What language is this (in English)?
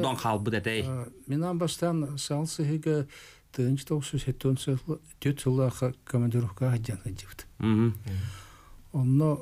Yakut